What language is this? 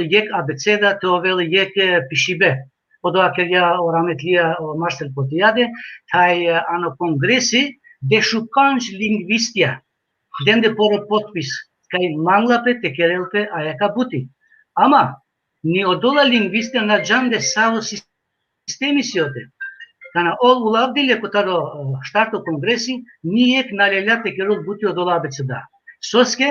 Balkan Romani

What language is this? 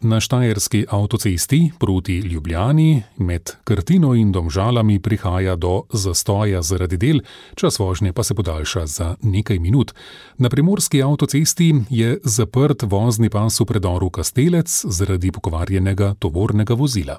Slovenian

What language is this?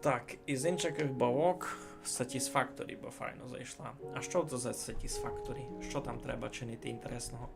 Rusyn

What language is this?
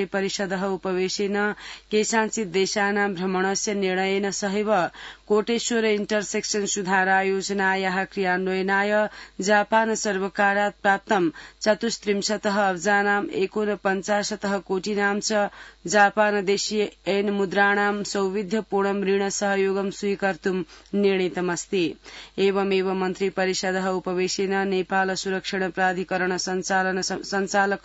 Sanskrit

